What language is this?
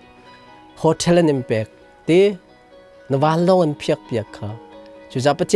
Hakha Chin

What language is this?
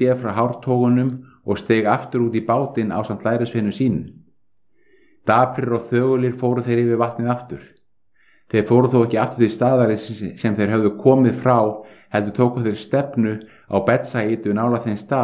Icelandic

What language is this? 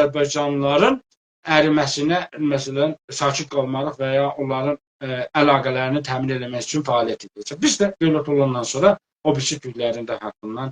South Azerbaijani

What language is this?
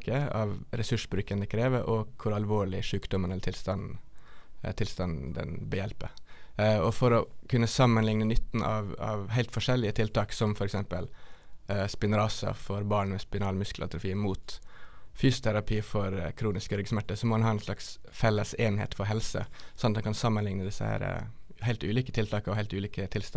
Norwegian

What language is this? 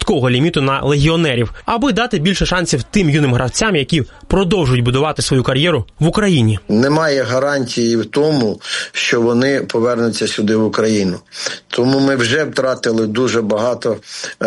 Ukrainian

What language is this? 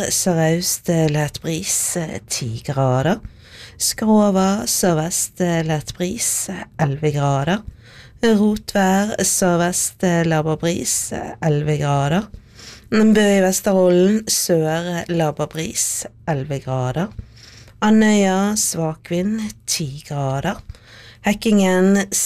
Norwegian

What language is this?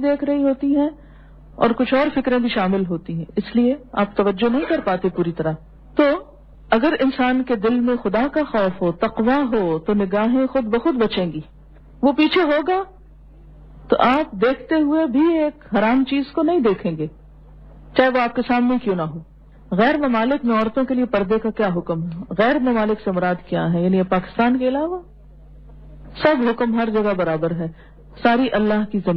Urdu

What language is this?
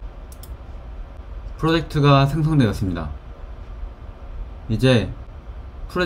Korean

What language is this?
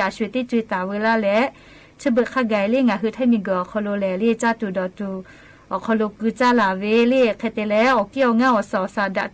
Lahu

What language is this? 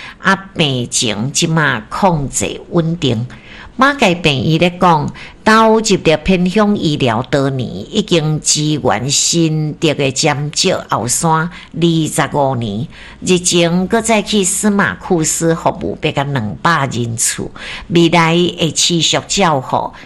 Min Nan Chinese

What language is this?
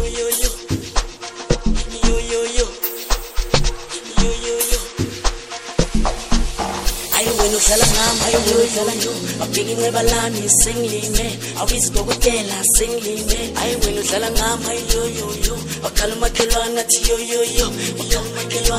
Zulu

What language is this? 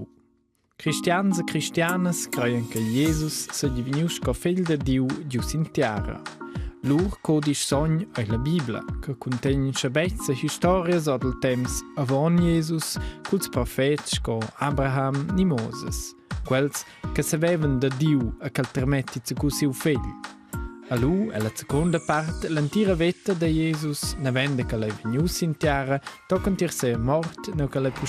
Romansh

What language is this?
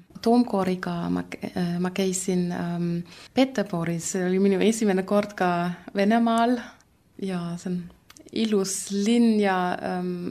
Estonian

